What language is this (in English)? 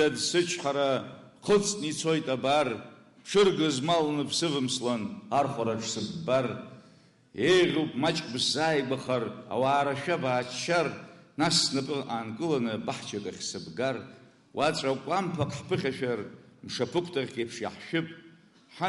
Abkhazian